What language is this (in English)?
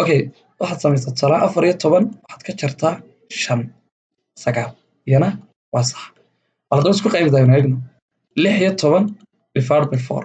Somali